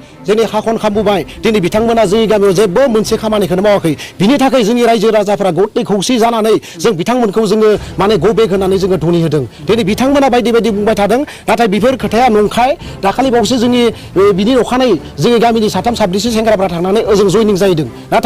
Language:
Bodo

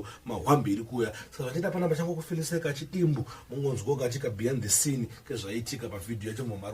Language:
Shona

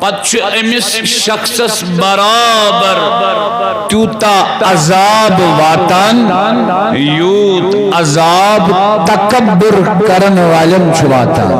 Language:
Kashmiri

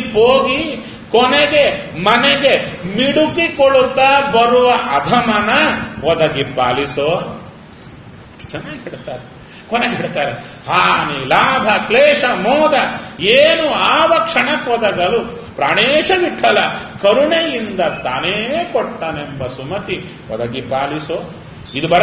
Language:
Kannada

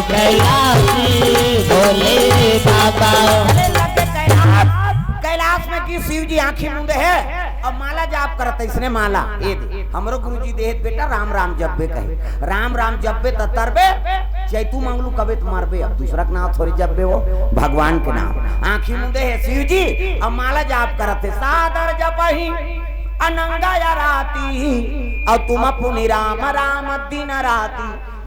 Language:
Chhattisgarhi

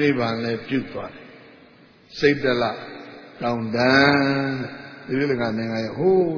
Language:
Burmese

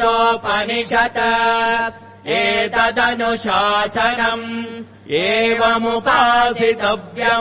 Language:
Sanskrit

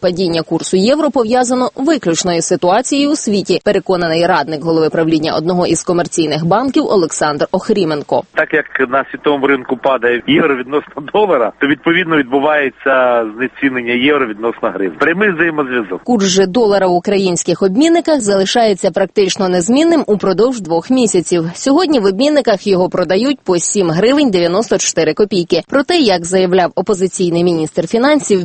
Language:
Ukrainian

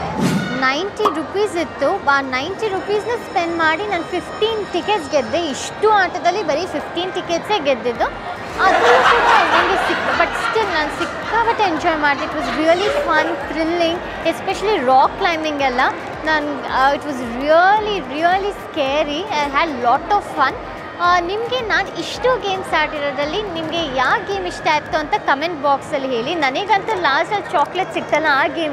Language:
Kannada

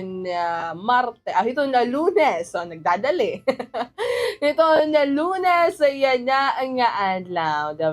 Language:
Waray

